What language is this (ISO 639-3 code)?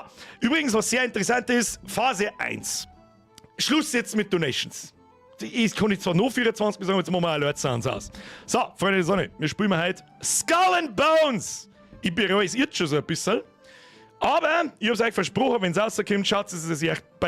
bar